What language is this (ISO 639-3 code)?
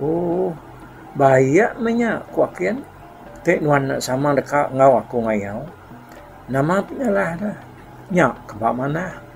iba